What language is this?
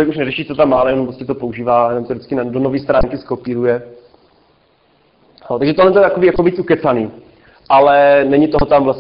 Czech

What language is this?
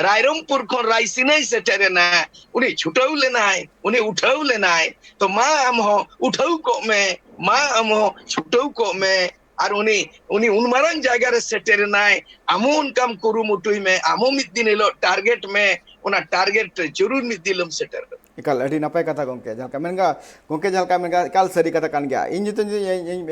Santali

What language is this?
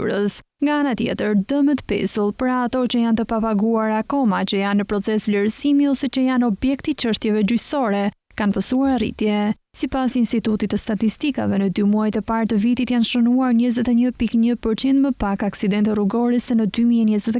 Albanian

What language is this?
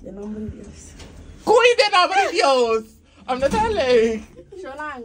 Papiamento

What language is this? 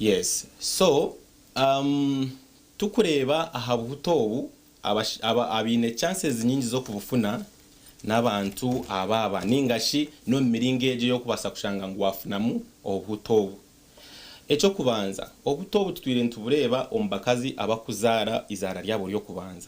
Nyankole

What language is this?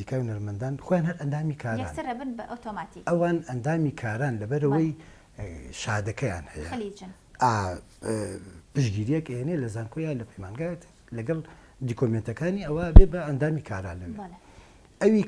Central Kurdish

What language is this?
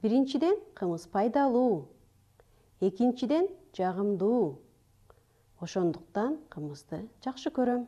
Kyrgyz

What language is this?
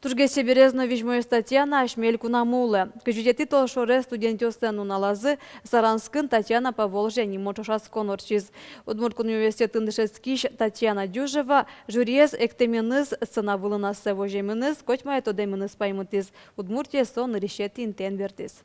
Udmurt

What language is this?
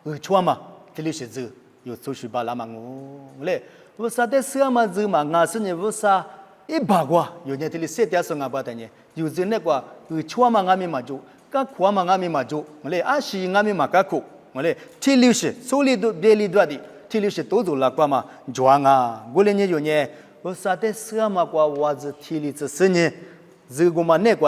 Lisu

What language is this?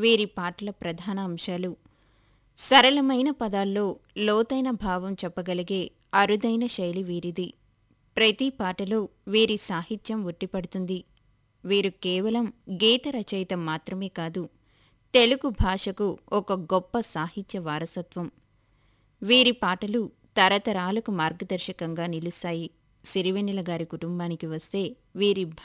Telugu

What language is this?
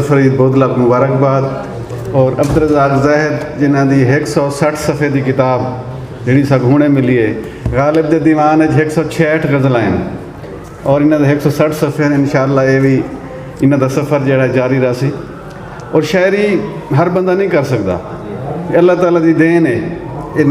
Saraiki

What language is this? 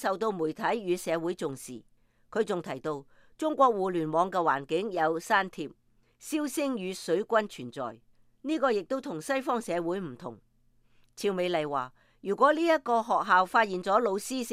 Cantonese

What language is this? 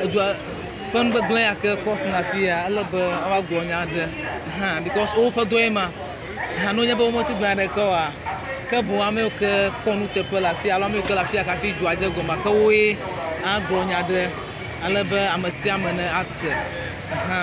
Ewe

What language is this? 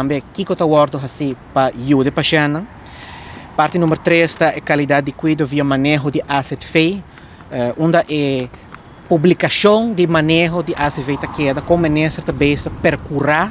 Papiamento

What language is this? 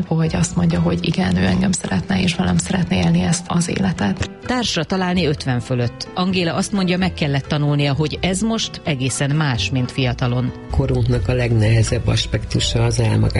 Hungarian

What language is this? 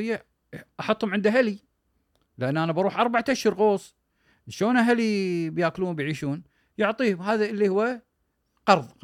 Gulf Arabic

